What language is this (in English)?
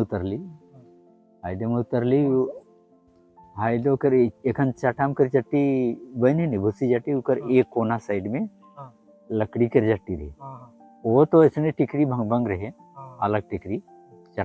Sadri